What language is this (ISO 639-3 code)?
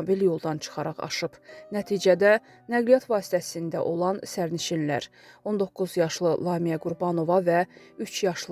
aze